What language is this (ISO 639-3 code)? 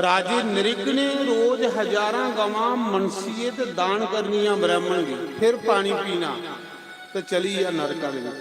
doi